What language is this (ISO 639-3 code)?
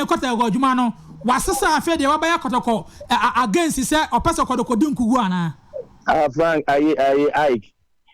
aka